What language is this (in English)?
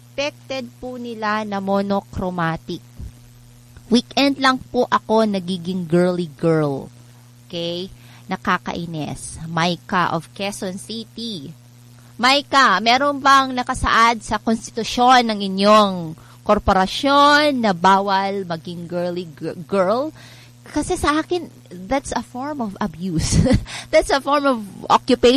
Filipino